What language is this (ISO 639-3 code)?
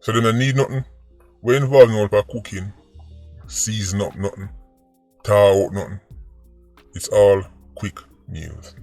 jam